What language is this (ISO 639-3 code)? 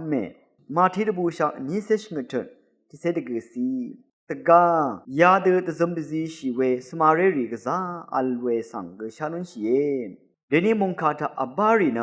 raw